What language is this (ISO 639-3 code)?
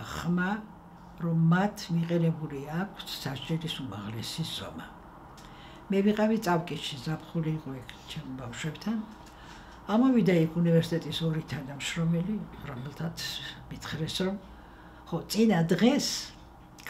kat